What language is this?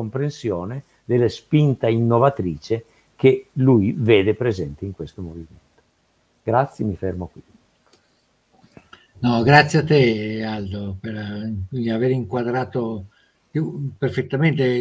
Italian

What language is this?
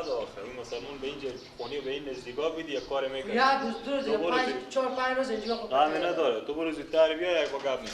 Persian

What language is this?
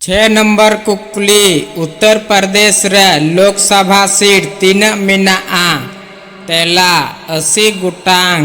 Santali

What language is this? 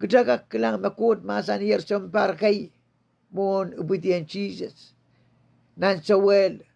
Pohnpeian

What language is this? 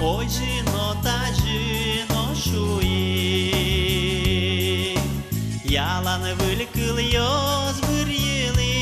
Udmurt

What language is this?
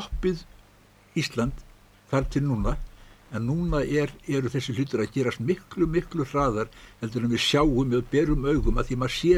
Icelandic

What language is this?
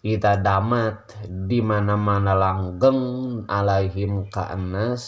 Sundanese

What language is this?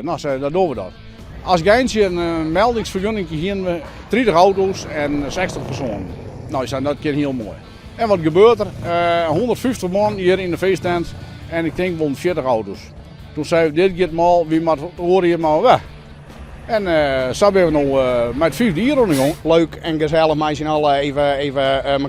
Western Frisian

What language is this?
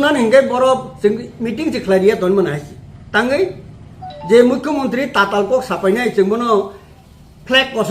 Kok Borok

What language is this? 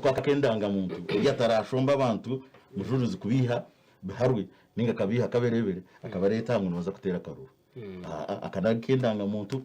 Nyankole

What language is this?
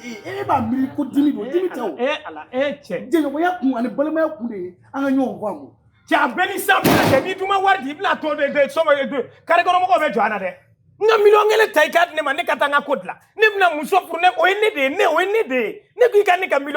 Bambara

